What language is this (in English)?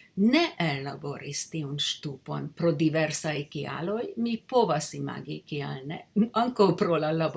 Esperanto